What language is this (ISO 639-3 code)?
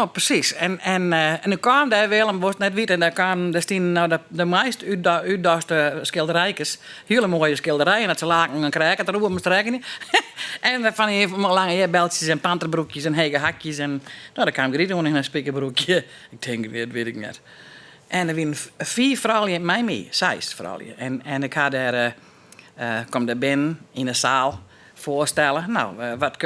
fry